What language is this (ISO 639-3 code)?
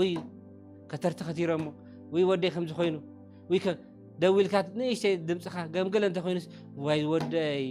tir